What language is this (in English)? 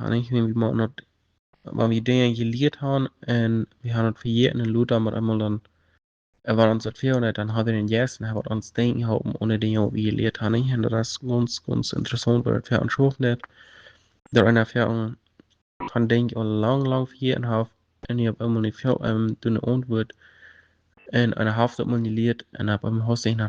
Plautdietsch